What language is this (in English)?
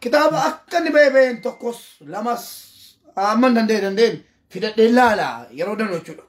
Oromo